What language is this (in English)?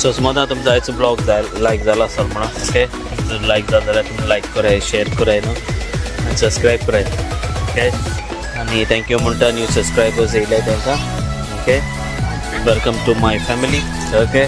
Konkani